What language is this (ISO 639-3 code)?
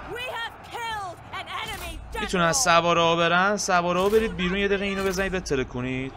fas